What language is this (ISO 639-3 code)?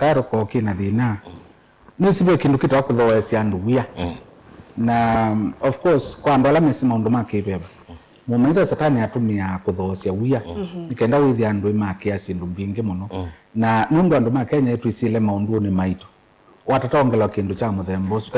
kam